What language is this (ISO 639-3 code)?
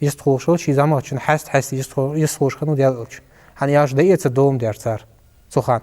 inh